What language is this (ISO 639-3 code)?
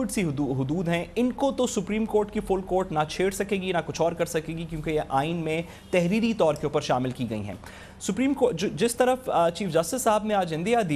urd